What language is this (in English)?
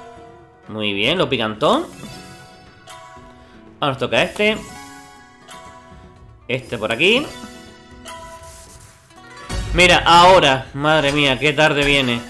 Spanish